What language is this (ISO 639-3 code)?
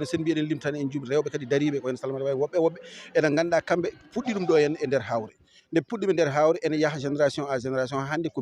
ful